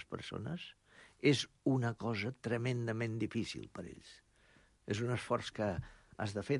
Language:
Catalan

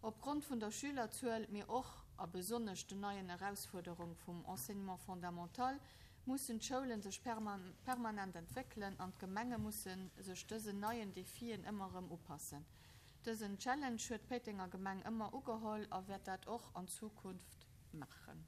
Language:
Luxembourgish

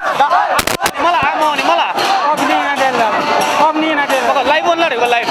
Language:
Newari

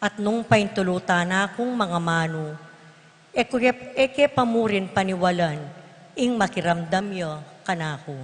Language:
Pampanga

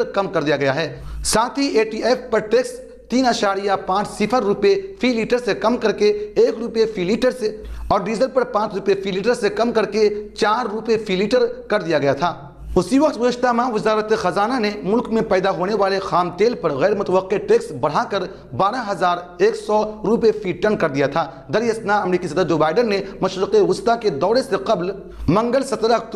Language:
Urdu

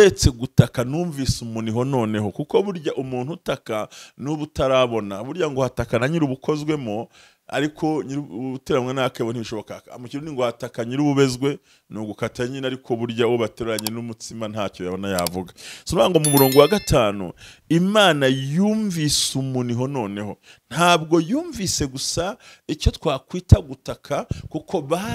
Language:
Kinyarwanda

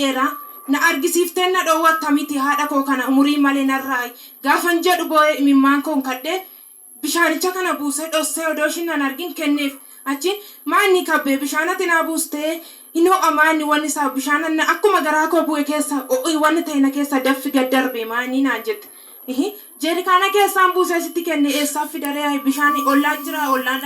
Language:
Oromo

